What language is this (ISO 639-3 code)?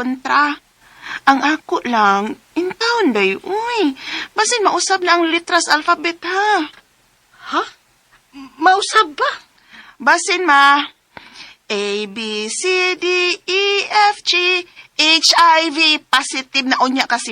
ceb